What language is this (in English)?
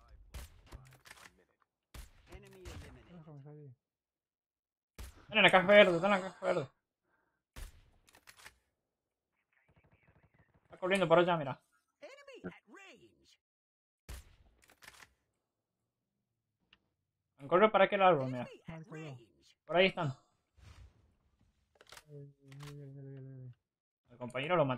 Spanish